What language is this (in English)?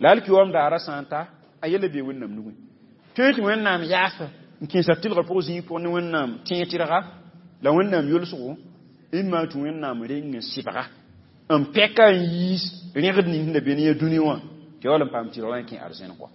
Mossi